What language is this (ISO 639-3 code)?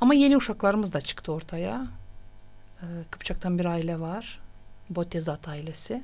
gag